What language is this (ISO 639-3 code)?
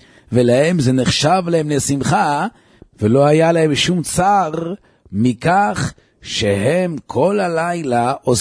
heb